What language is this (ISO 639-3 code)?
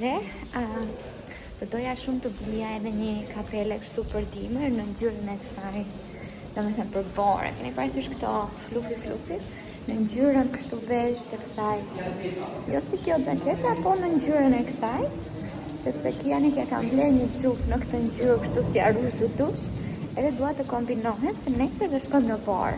sqi